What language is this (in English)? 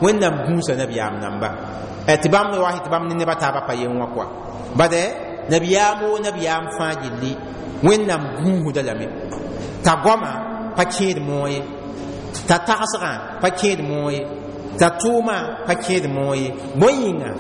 Mossi